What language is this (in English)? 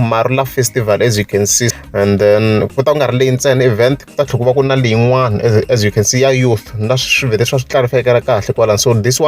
Tsonga